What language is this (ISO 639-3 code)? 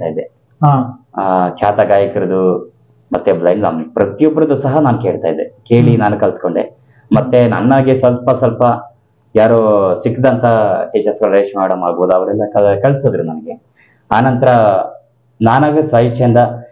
kan